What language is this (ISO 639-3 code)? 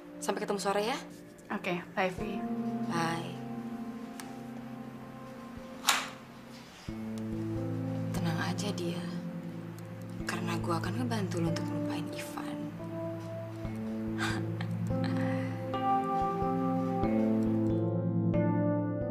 ind